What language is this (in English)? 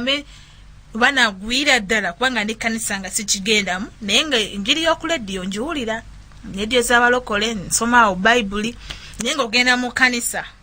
Ganda